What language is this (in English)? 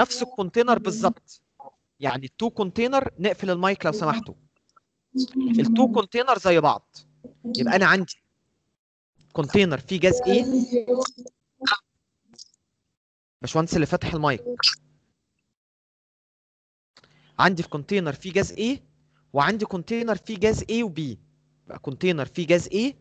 Egyptian Arabic